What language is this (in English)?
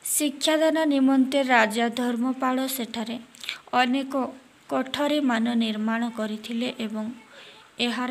Odia